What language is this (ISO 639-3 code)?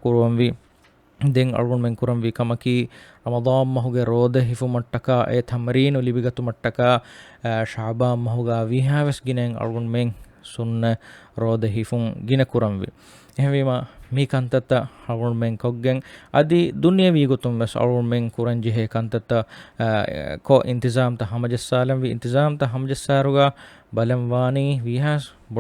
div